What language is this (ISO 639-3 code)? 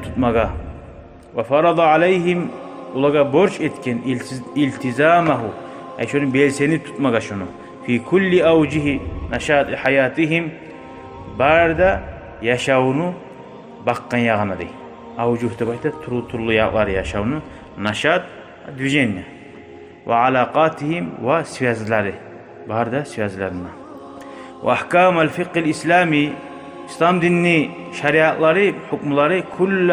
kum